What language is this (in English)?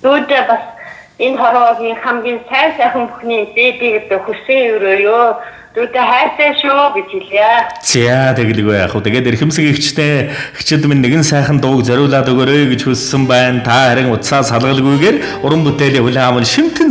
Mongolian